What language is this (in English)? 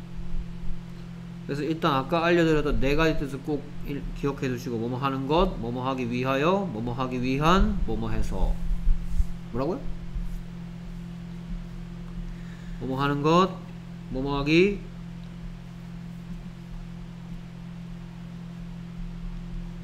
Korean